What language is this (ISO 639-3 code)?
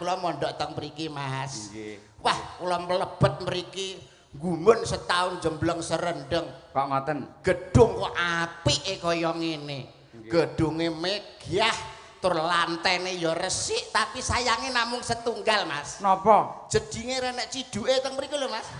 jav